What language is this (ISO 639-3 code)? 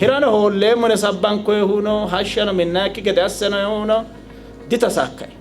sid